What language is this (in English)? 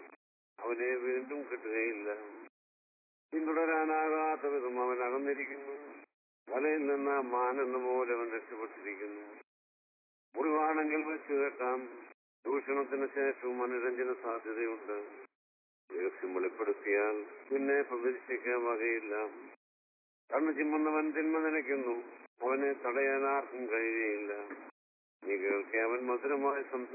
Malayalam